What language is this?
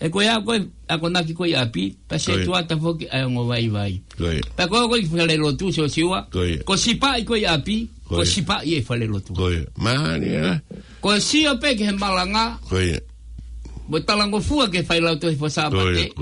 Tongan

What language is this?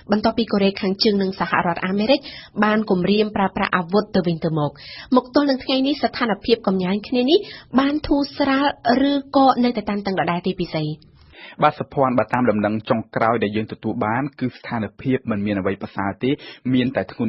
Khmer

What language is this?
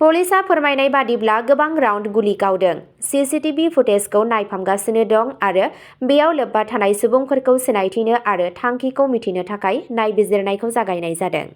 Bodo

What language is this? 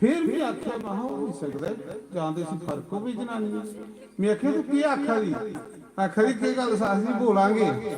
Dogri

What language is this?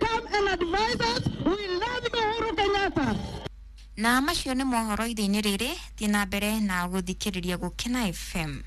Kikuyu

